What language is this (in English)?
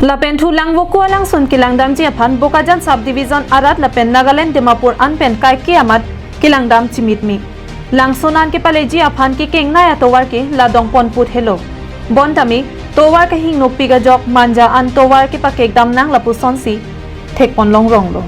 Karbi